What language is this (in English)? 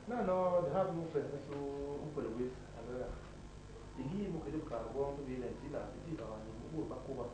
Basaa